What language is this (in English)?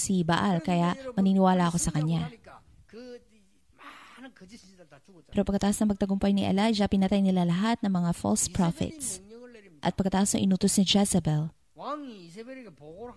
Filipino